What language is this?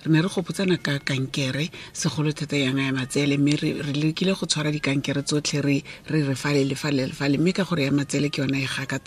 Tswana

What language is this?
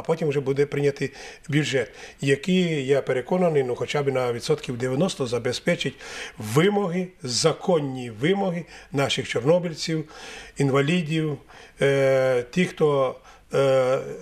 Ukrainian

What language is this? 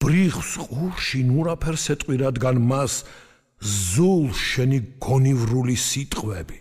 Georgian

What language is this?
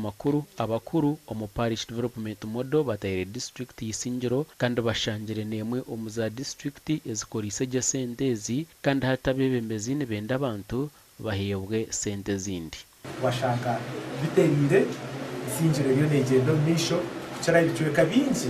Nyankole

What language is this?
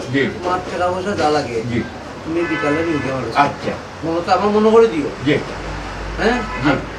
Sylheti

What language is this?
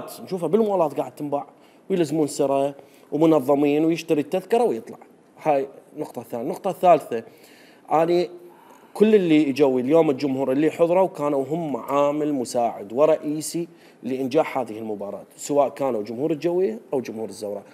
Mesopotamian Arabic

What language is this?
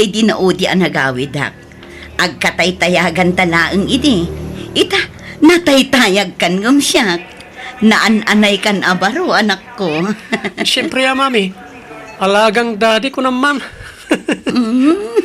Iloko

